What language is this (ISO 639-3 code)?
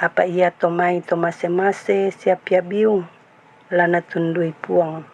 sda